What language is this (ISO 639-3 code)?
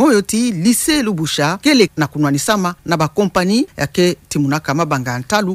ktu